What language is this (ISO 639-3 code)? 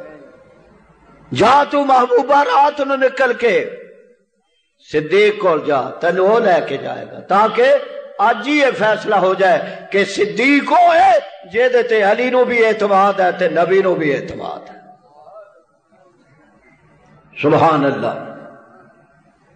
lah